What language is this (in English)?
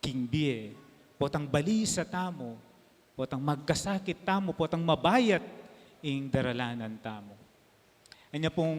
Pampanga